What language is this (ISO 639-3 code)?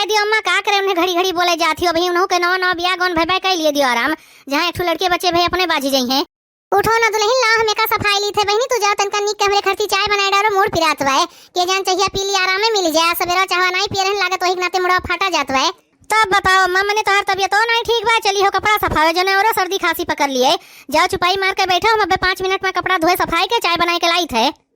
awa